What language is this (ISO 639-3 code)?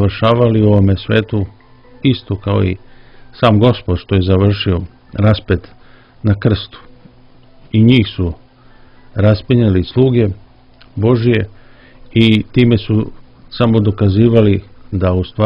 srp